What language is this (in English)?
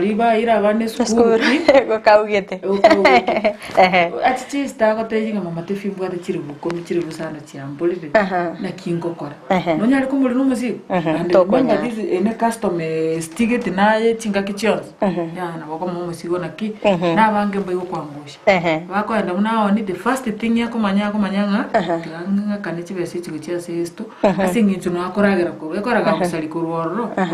Gusii